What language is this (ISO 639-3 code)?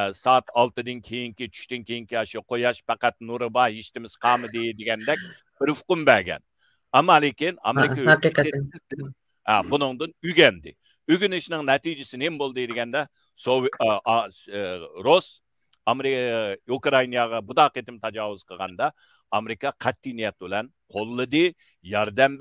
uig